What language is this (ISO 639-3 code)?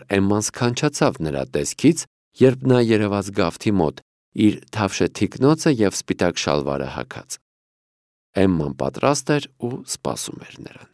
hye